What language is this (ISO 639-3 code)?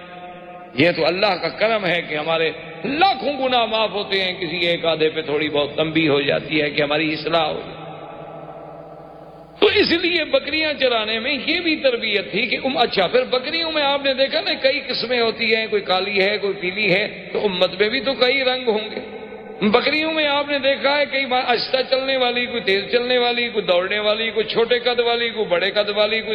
urd